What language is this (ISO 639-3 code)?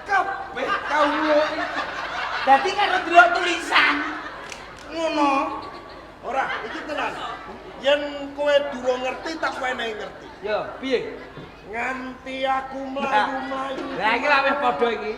jav